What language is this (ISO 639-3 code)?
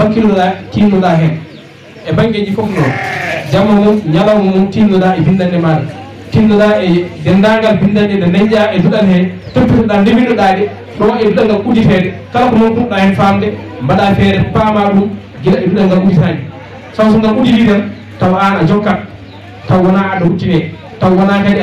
ful